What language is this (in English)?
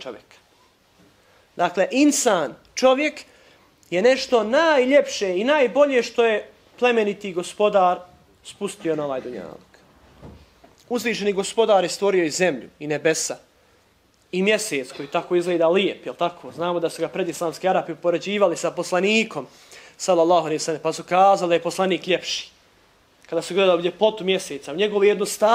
Bosnian